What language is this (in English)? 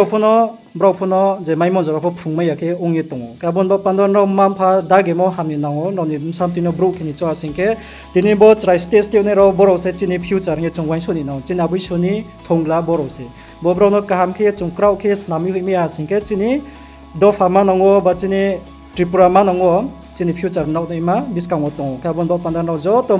Riang (India)